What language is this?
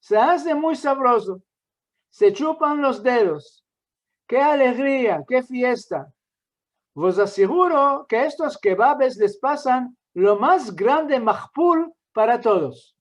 Ladino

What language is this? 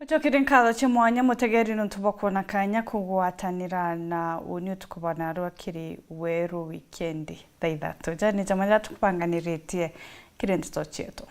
Meru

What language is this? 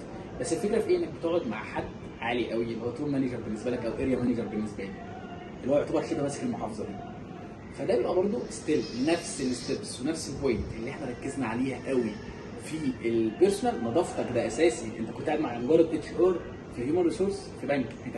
Egyptian Arabic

